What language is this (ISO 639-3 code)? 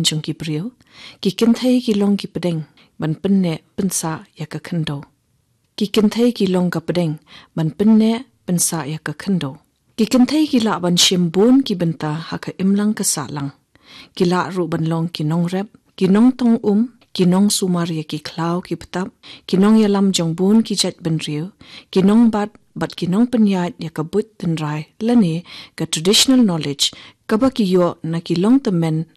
kha